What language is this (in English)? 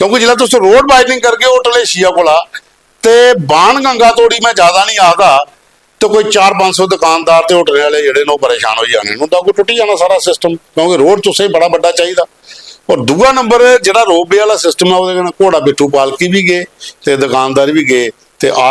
Dogri